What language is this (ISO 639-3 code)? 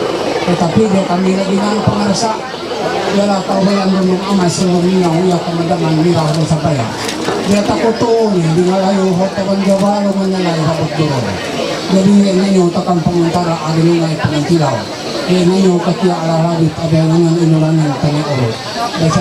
mhy